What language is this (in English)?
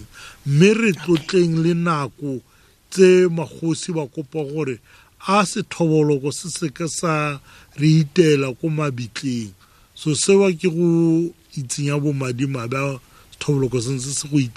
Tswana